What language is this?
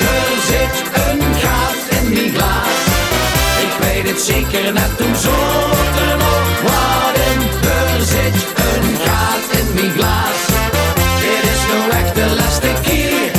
Limburgish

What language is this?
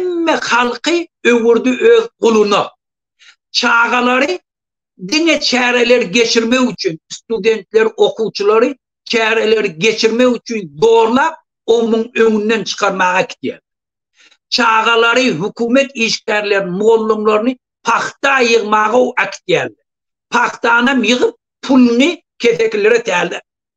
Turkmen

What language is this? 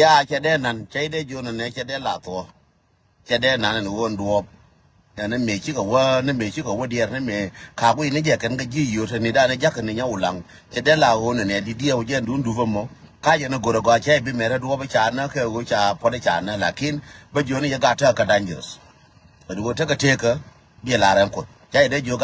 Nuer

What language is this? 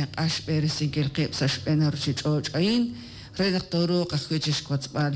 Kekchí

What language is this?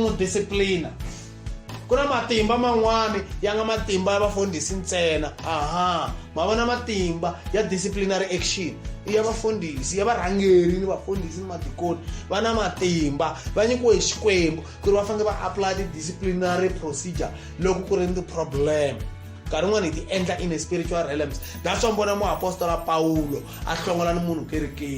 Tsonga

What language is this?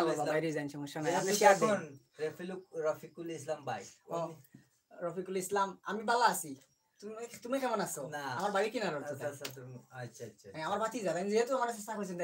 Sylheti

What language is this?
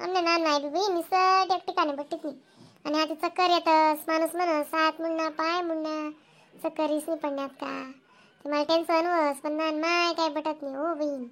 Khandesi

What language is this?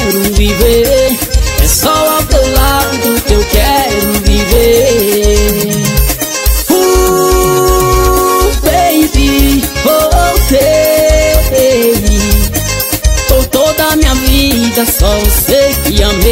Portuguese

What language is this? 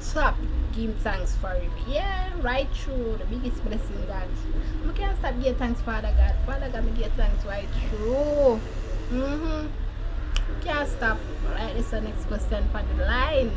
Jamaican Creole English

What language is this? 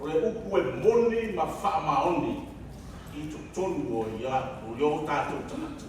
Samoan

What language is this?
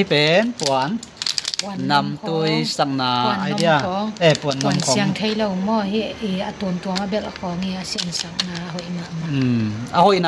Tedim Chin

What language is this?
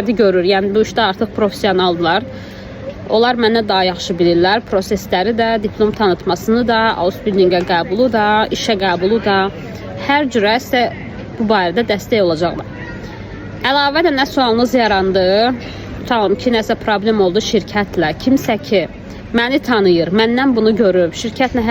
Azerbaijani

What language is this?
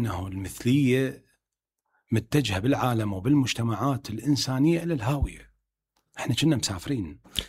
Mesopotamian Arabic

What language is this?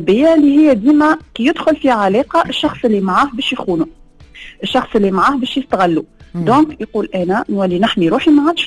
Tunisian Arabic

